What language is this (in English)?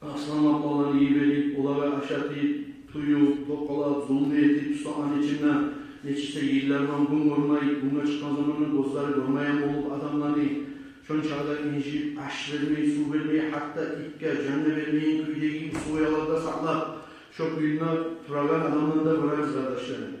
Kumyk